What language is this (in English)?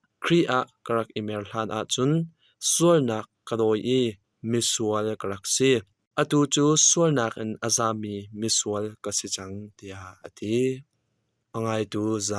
Hakha Chin